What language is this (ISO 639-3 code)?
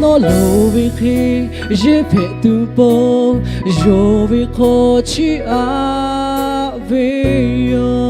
lhu